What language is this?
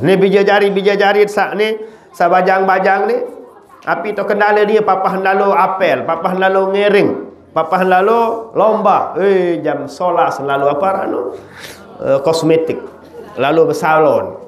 Sasak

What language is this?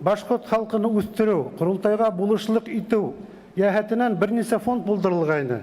Bashkir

